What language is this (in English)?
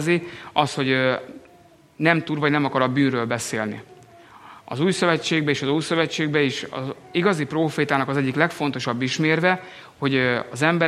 Hungarian